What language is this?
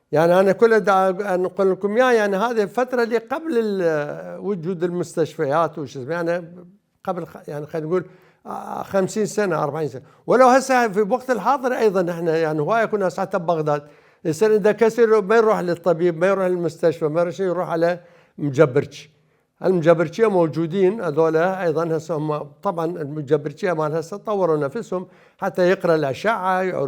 Mesopotamian Arabic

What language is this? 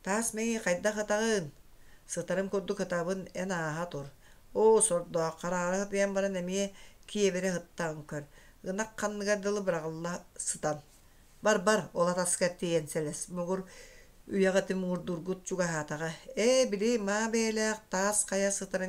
Yakut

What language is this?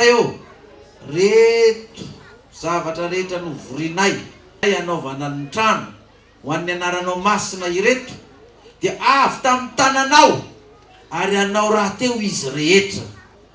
Malagasy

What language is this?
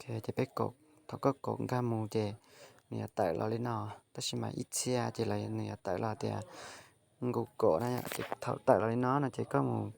Hmong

